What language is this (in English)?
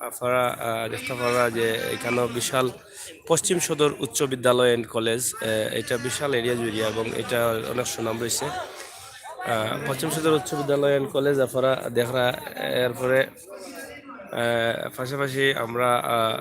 Sylheti